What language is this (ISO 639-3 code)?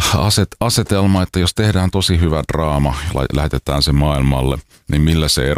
fin